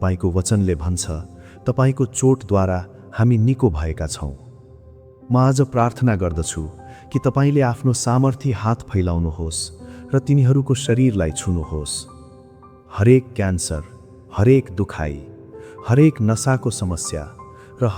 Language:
Nepali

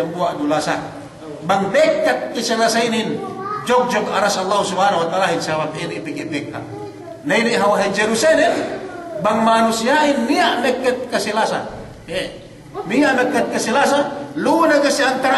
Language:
Yakan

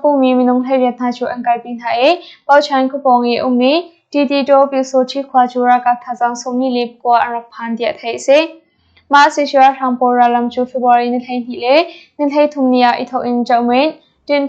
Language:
Hakha Chin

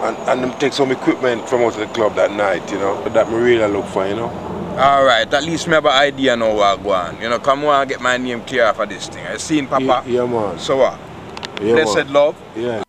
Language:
Jamaican Creole English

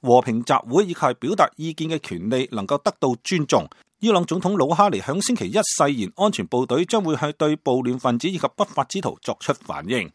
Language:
Cantonese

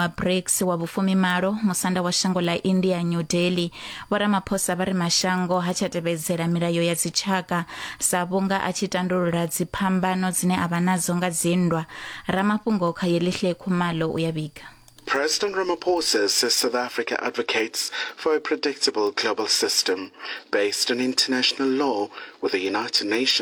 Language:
Venda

